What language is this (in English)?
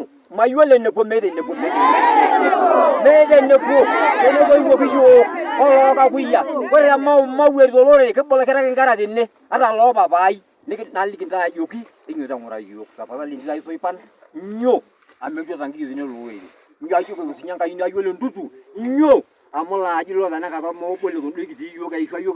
Masai